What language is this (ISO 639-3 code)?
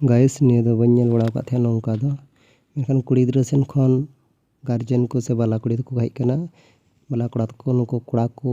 sat